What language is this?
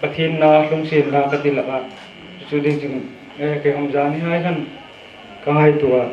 Hmar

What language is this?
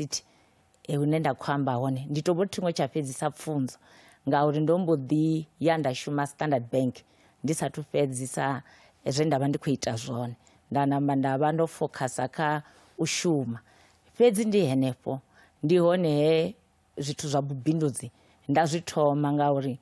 Venda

